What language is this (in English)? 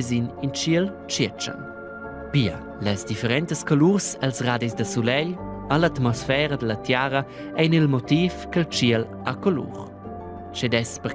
Romansh